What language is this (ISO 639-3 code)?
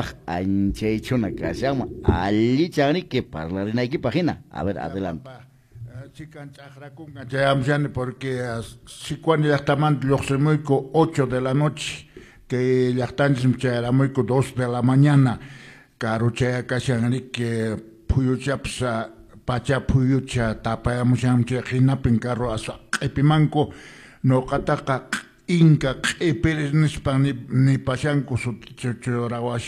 que